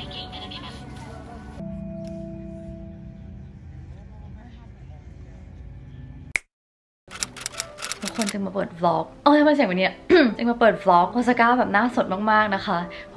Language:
Thai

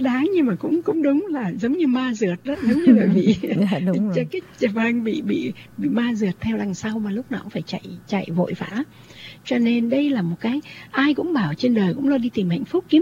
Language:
Vietnamese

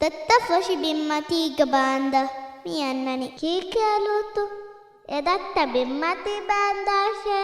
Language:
Divehi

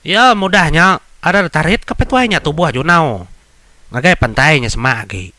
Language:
Iban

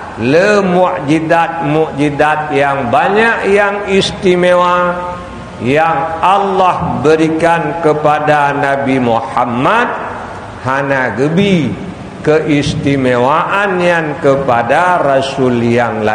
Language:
Achinese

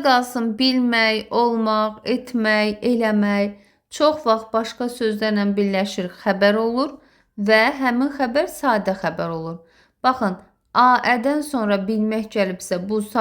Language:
Azerbaijani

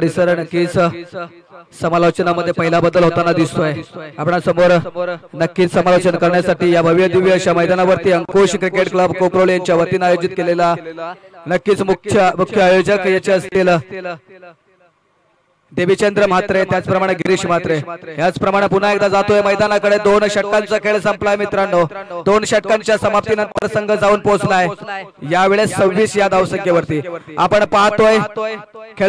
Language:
Marathi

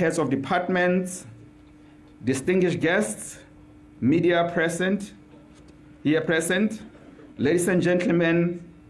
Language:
Tswana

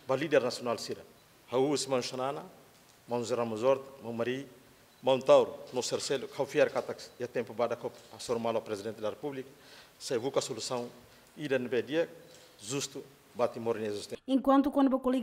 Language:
Tetum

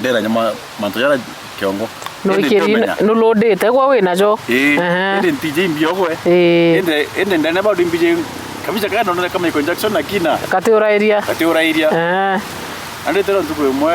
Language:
Meru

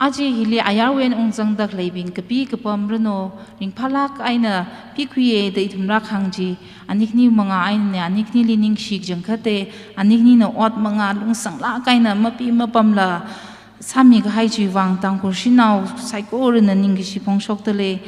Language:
Tangkhul Naga (India)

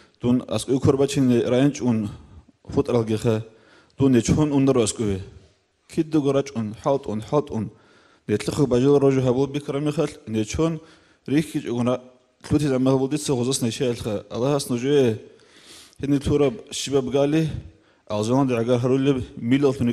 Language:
Avaric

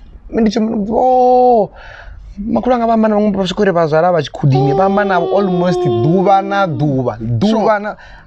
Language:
Venda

